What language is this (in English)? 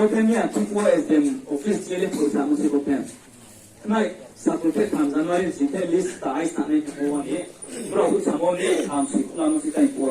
Riang (India)